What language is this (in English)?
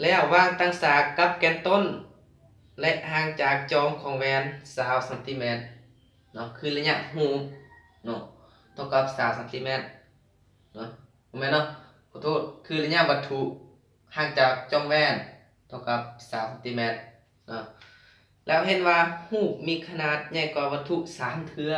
Lao